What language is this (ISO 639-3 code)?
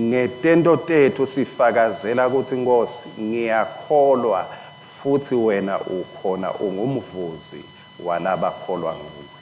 ssw